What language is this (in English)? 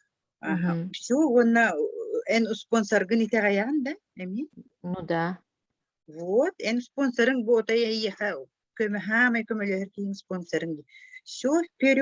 Yakut